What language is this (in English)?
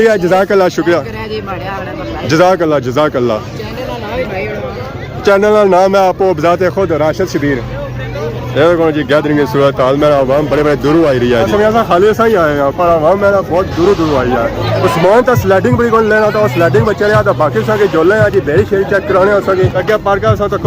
Pahari-Potwari